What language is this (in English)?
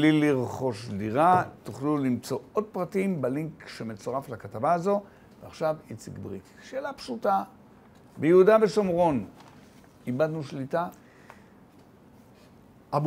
Hebrew